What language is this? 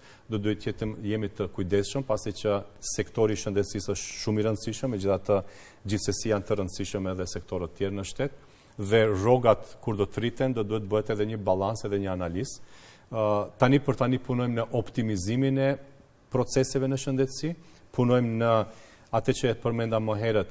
Albanian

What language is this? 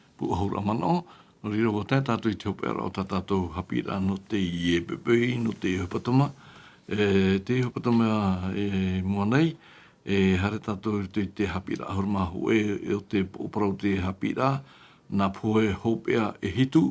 Tahitian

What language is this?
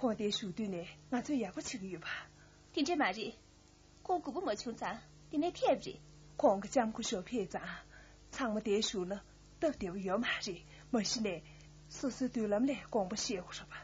Tibetan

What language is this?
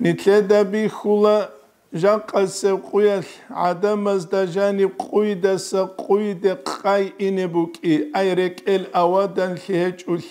Avaric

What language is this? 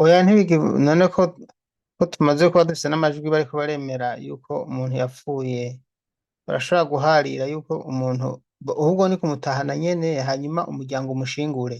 Rundi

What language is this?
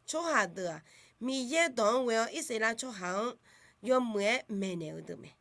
Akha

